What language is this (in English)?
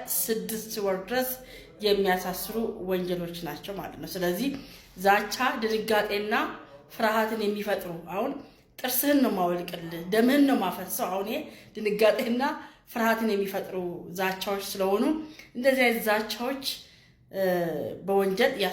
Amharic